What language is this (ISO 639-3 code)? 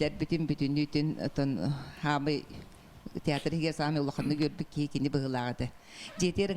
sah